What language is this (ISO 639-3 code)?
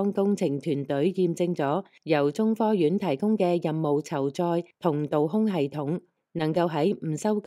yue